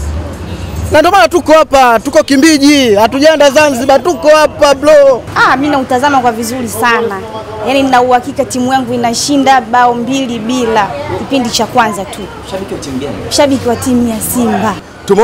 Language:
Swahili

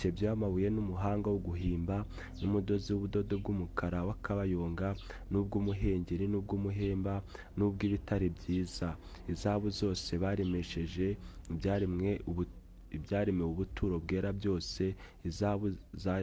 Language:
Kinyarwanda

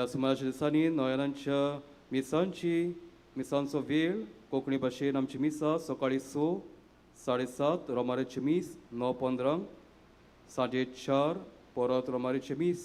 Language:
Konkani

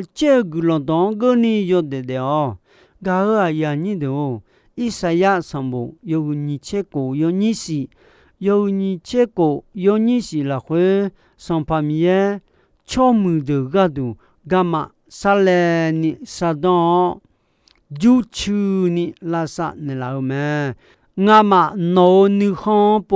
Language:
Akha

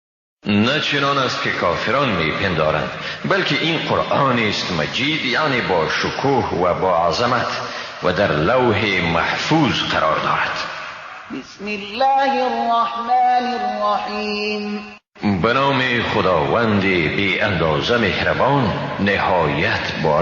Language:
Persian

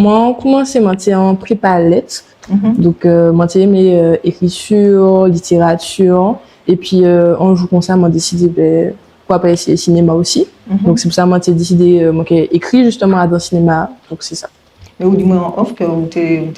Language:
Guadeloupean Creole French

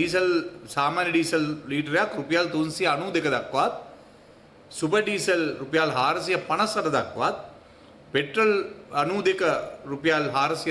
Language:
Sinhala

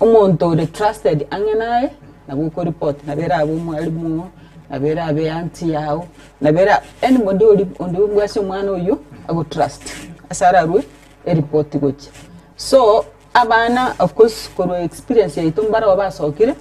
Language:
Gusii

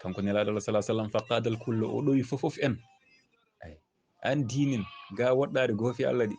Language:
Fula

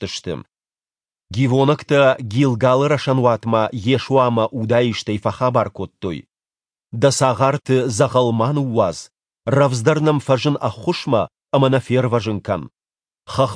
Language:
Ossetic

